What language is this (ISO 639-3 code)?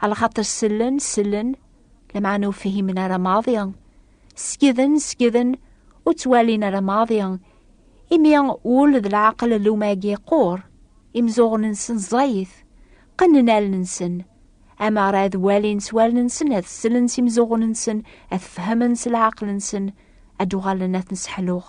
kab